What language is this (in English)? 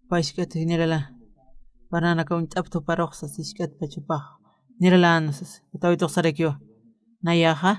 Aymara